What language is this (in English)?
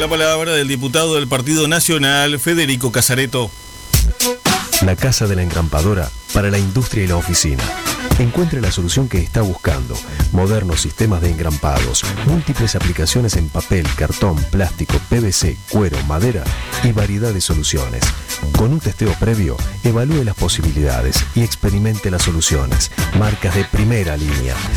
Spanish